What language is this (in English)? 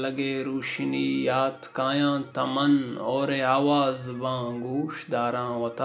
Baluchi